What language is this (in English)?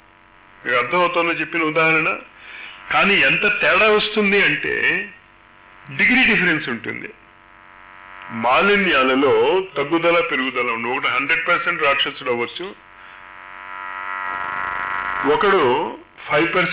Telugu